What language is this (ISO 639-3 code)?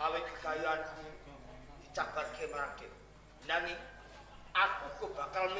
jav